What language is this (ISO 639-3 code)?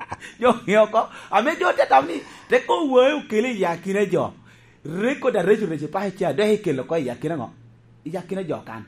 laj